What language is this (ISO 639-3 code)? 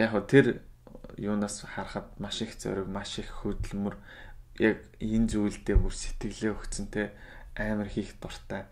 mon